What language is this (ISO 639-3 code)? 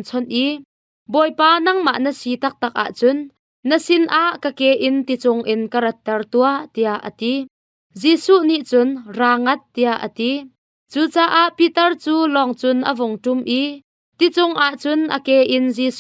cnh